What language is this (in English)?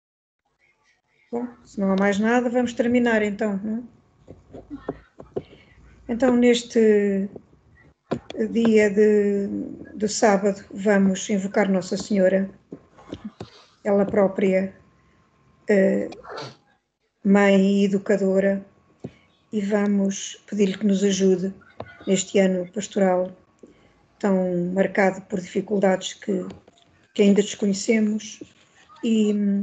Portuguese